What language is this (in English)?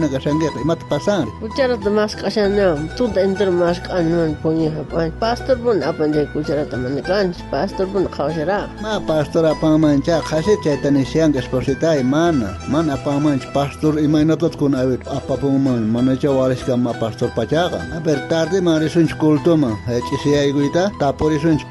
South Bolivian Quechua